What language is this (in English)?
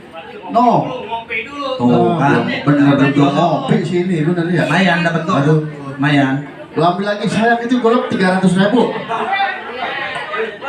Betawi